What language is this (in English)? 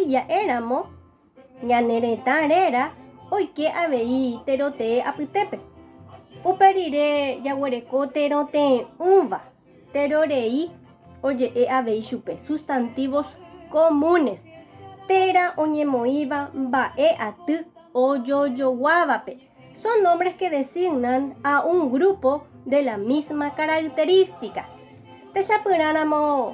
Guarani